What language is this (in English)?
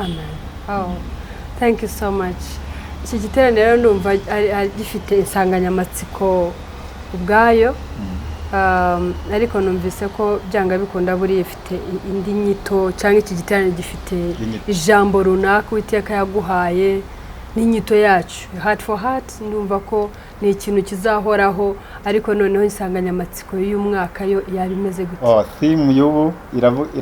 Kinyarwanda